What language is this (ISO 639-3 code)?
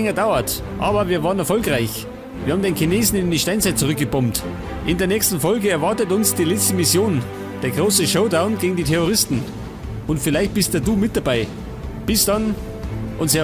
bar